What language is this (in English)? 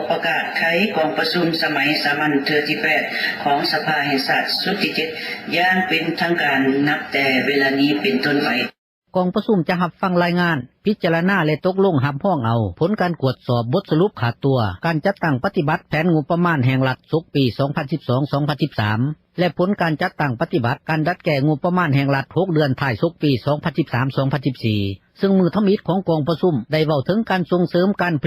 Lao